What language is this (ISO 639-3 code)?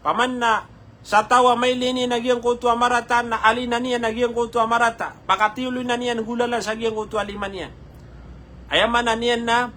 mrw